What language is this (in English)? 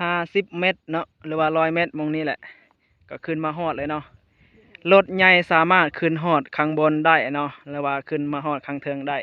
Lao